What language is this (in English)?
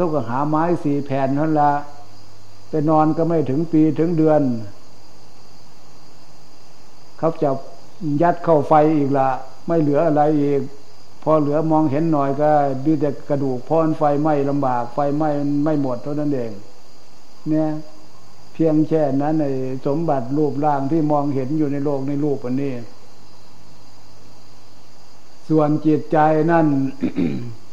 Thai